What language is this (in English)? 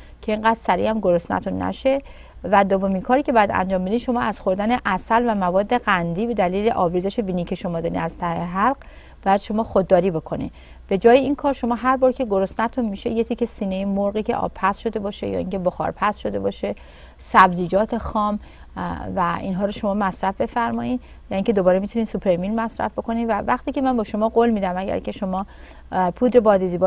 Persian